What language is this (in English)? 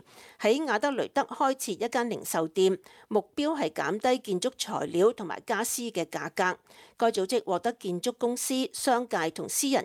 Cantonese